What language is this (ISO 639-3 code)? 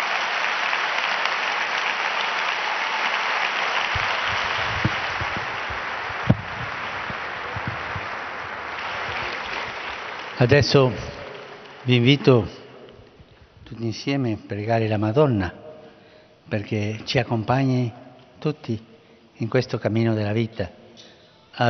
ita